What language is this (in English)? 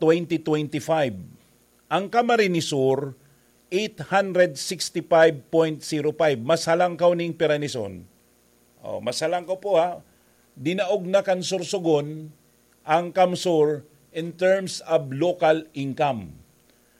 Bikol